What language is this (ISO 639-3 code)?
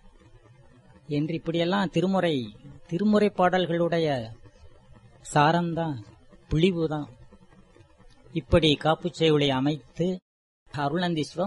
tam